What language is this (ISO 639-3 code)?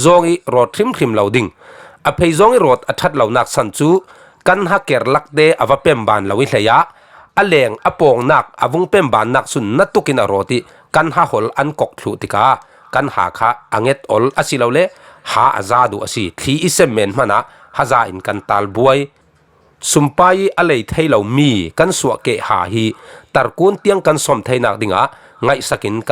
cfm